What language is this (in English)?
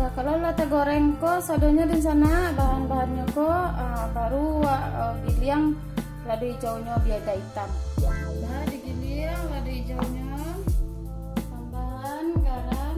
Minangkabau